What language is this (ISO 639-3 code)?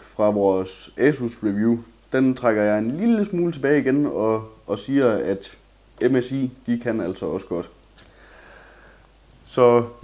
dan